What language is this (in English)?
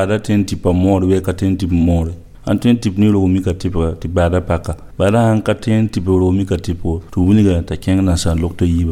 Mossi